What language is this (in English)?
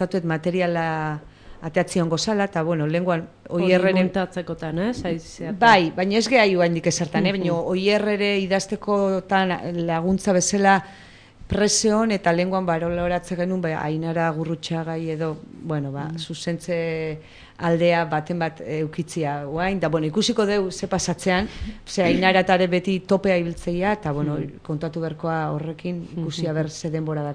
Basque